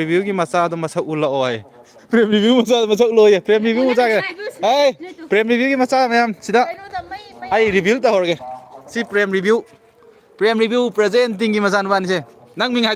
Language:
Manipuri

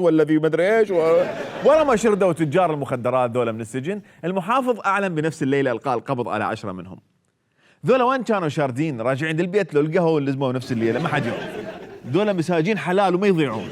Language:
Mesopotamian Arabic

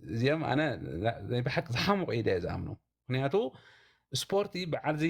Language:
Tigrinya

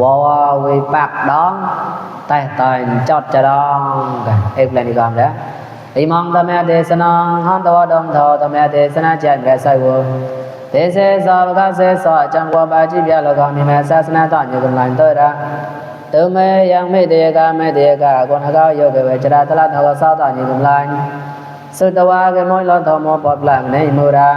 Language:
Mon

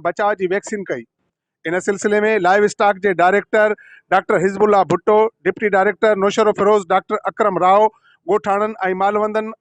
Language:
Sindhi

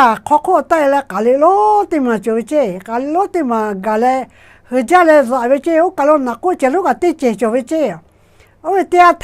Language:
Lahu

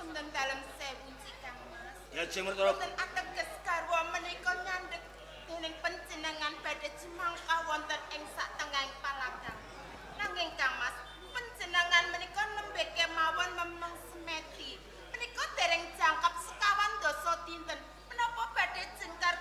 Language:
Javanese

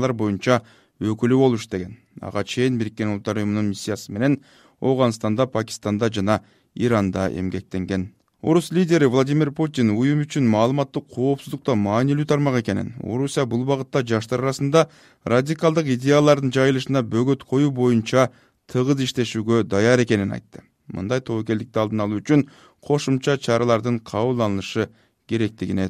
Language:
Kyrgyz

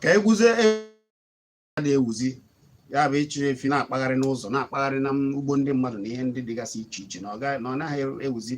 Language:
Igbo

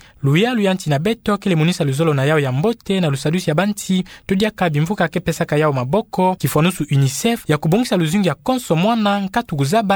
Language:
Kituba (Democratic Republic of Congo)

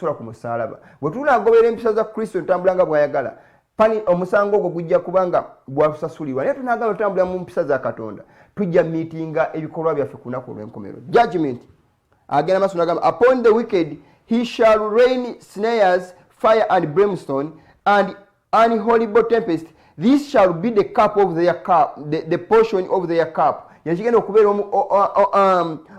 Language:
Ganda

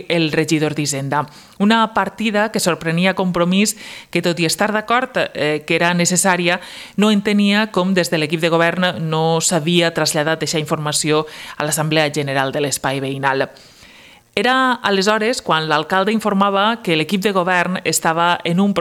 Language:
Catalan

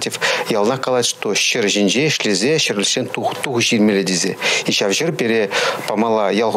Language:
Chuvash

